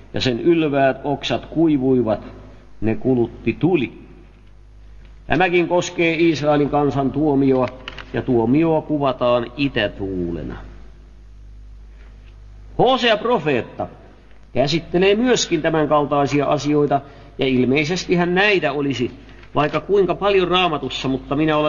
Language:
Finnish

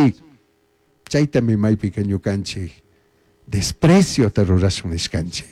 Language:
Chimborazo Highland Quichua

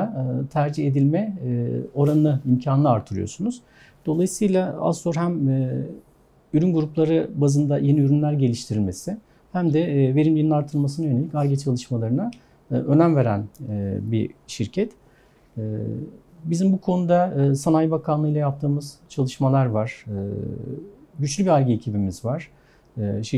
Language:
Turkish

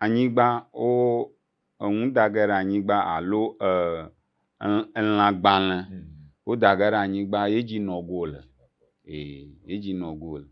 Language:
Ewe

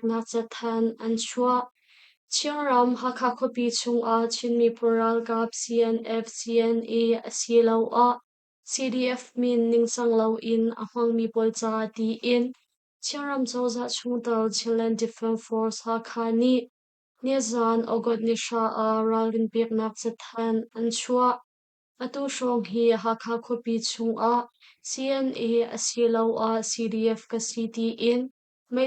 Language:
Hakha Chin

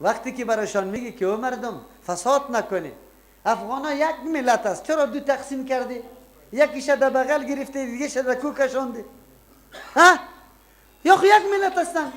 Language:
Persian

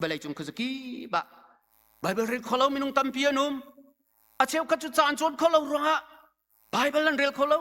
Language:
Hakha Chin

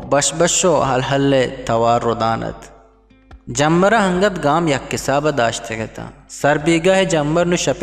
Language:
Eastern Balochi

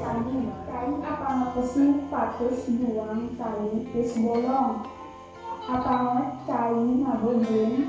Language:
Balinese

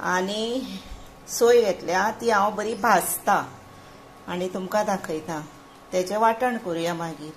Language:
Konkani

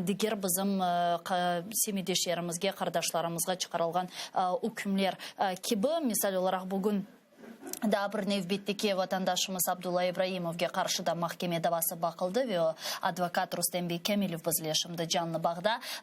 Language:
Crimean Tatar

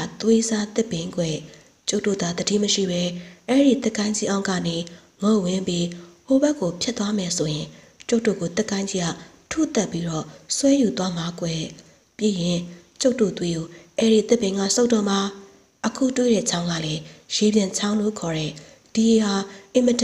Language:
Burmese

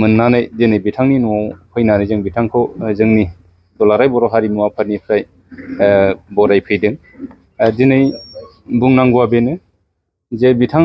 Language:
Bodo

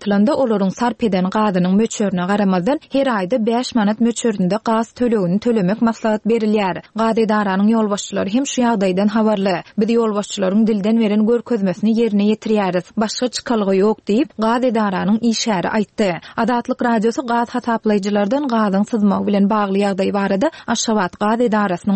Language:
Turkmen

